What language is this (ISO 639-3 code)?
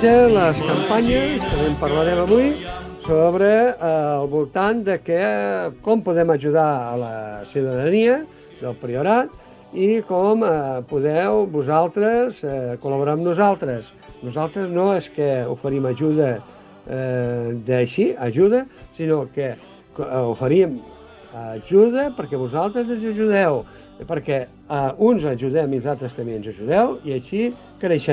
cat